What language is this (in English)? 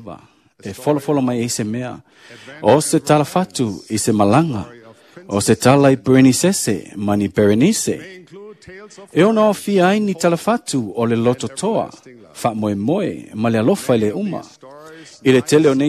Samoan